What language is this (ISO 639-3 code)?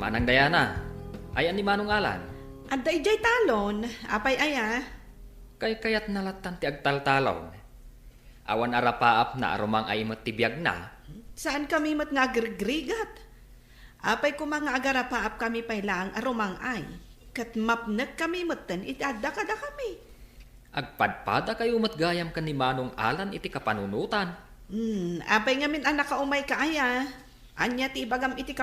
ilo